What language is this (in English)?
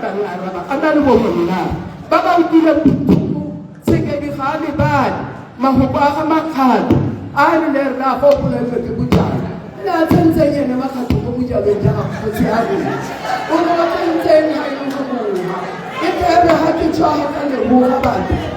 Tswana